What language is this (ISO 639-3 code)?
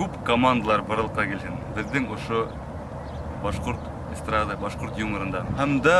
bak